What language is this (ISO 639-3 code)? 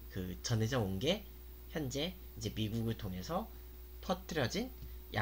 kor